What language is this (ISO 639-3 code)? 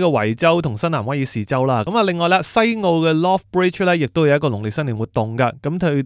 yue